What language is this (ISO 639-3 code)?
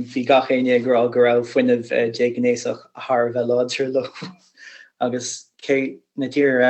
gle